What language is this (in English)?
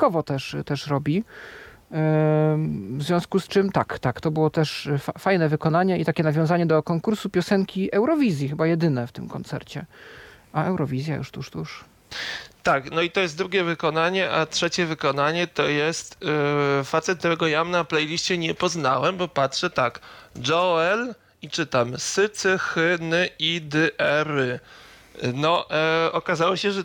Polish